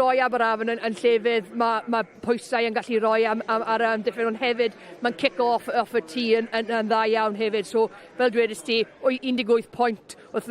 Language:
Welsh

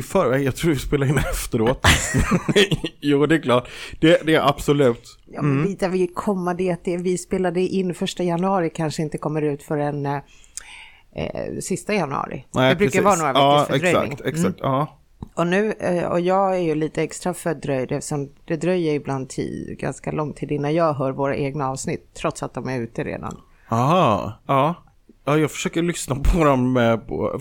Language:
Swedish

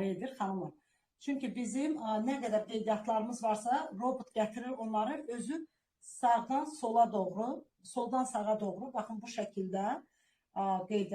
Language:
Azerbaijani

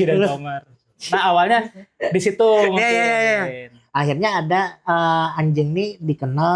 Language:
Banjar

